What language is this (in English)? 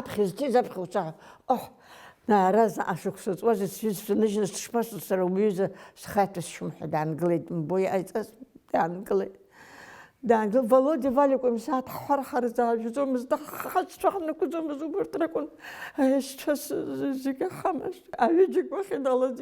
Abkhazian